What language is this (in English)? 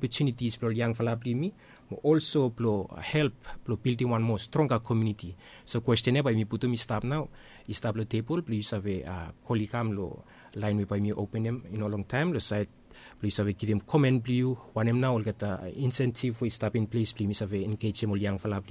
Bislama